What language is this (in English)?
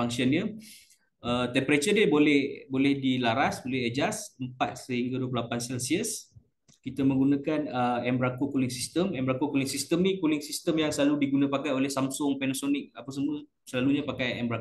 Malay